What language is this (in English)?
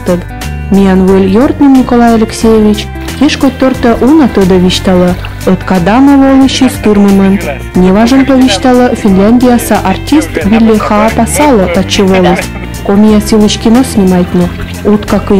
Komi